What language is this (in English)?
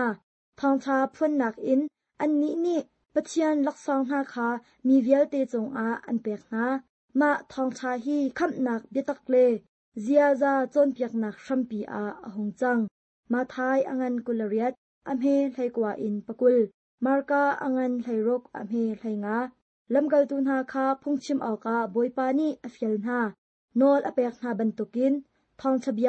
Hakha Chin